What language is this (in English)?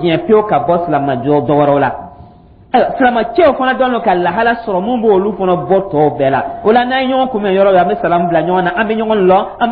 Dyula